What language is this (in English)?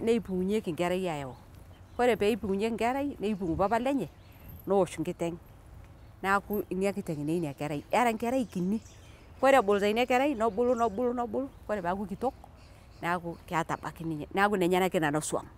Masai